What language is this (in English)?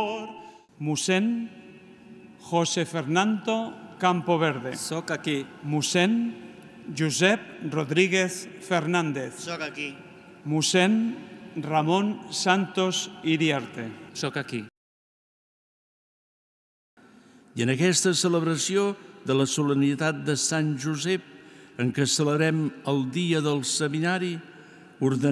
Catalan